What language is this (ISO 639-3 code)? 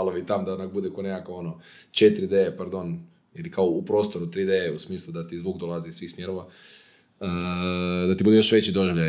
hrv